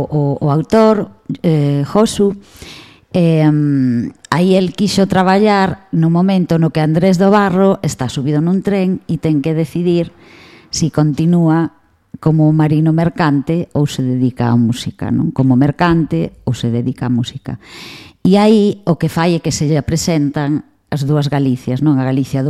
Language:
Galician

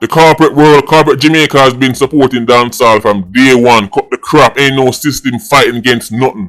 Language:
Jamaican Creole English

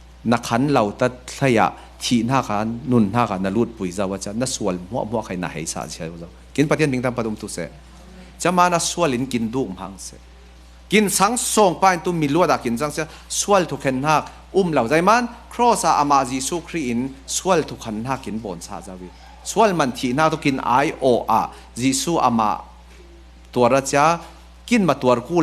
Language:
Falam Chin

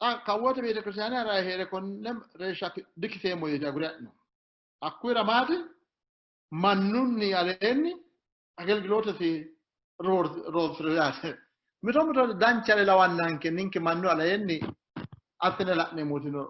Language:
Sidamo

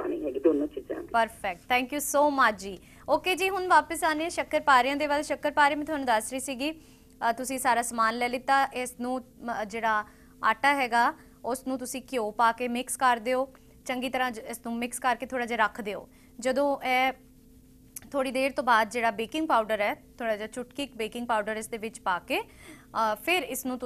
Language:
Punjabi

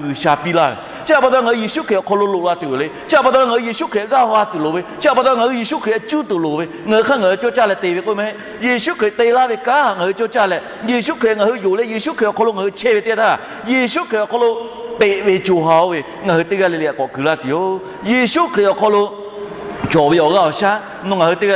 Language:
Lahu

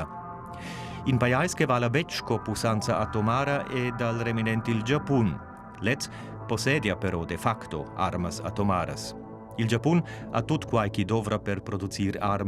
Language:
Romansh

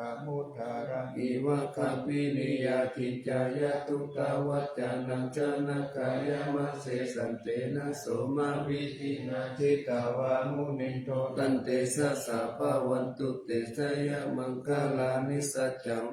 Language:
Pali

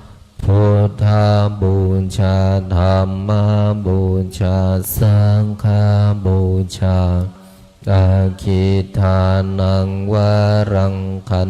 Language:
Pali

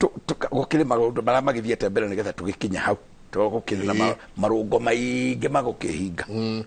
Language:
Kikuyu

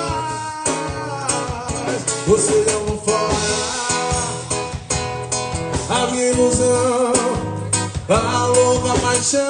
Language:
Portuguese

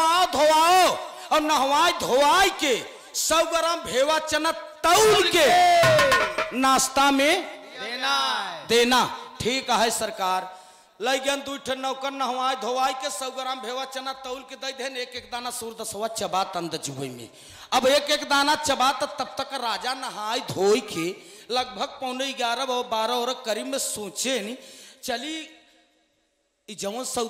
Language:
Bhojpuri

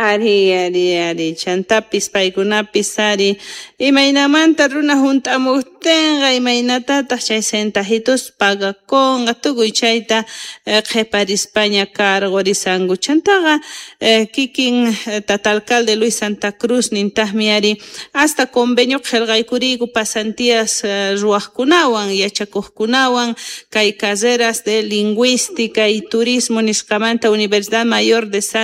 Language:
Quechua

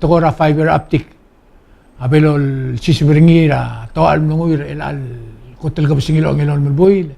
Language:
Palauan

